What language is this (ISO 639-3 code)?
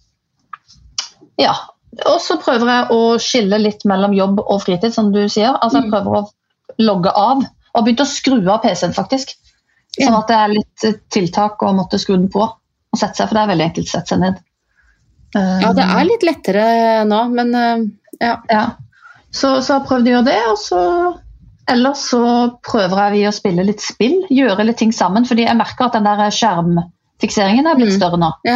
nor